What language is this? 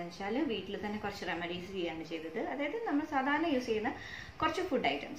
Malayalam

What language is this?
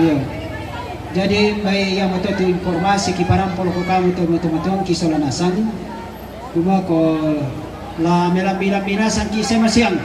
Toraja-Sa'dan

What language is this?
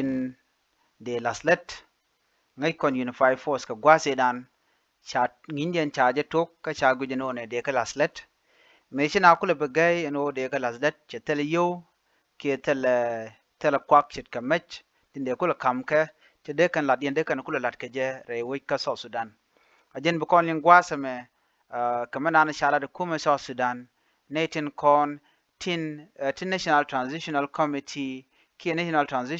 Nuer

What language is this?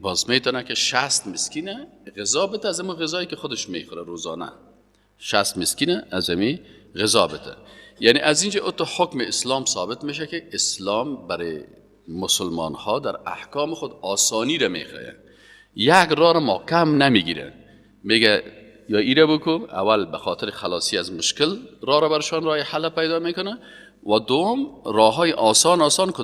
Persian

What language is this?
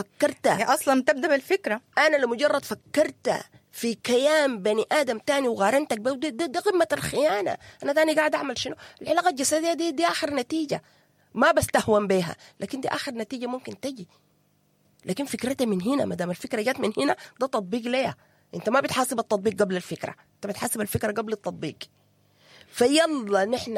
Sudanese Arabic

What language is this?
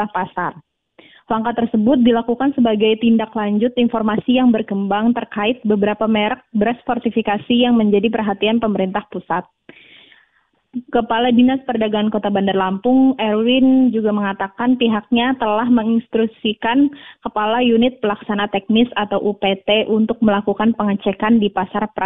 Indonesian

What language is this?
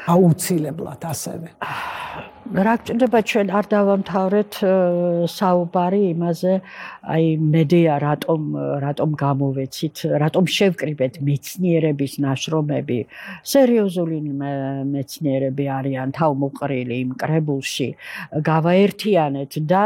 Georgian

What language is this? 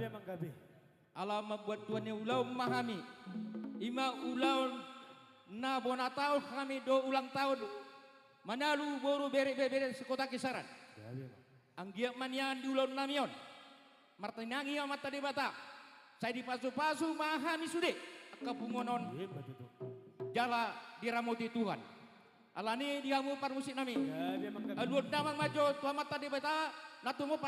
Batak Toba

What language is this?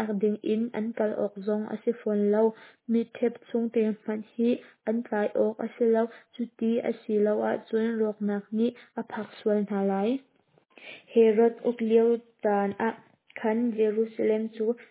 Hakha Chin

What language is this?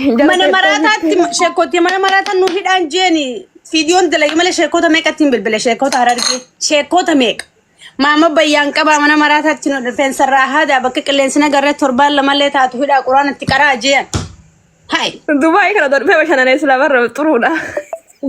Oromo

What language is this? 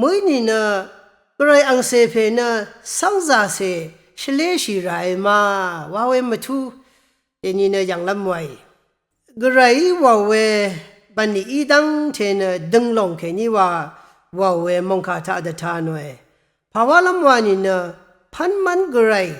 Rawang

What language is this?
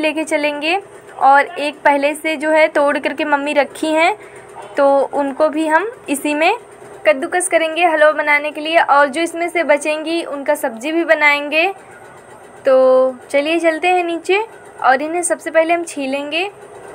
Hindi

